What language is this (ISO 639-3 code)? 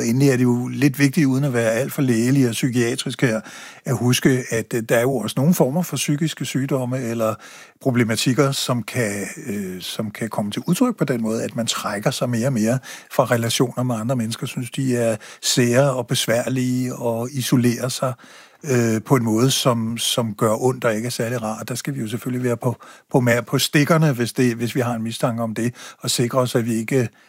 dan